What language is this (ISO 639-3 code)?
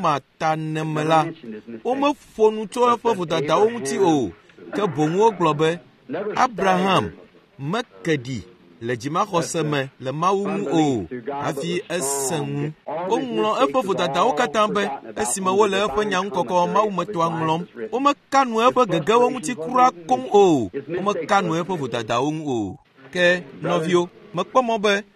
ewe